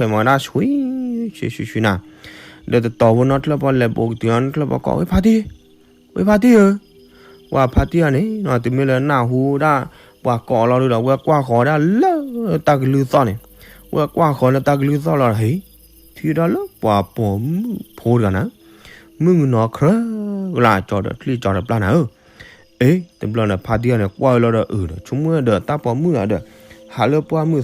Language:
S'gaw Karen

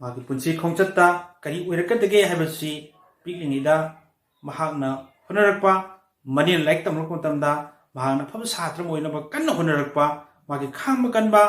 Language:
Manipuri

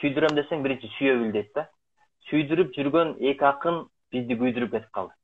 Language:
Kyrgyz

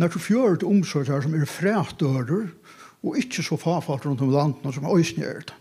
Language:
Faroese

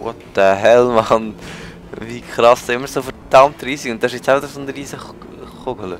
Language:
Swiss German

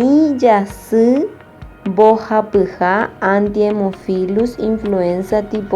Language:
Guarani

